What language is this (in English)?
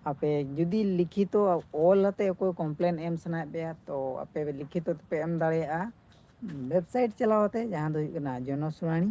Santali